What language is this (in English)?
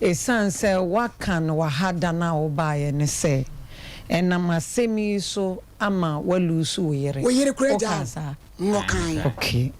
Akan